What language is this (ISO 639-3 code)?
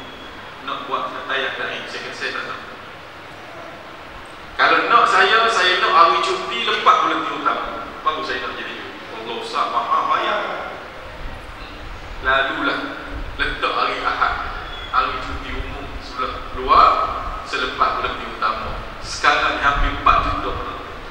msa